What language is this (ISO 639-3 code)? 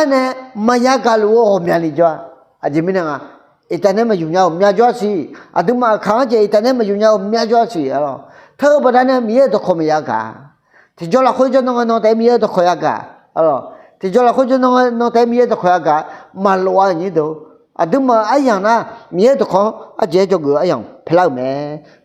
ahk